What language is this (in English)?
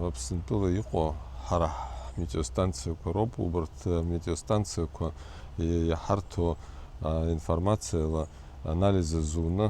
Abkhazian